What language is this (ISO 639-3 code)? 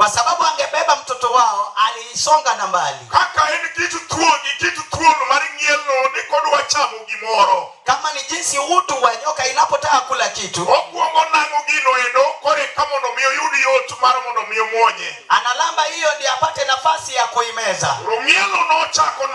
luo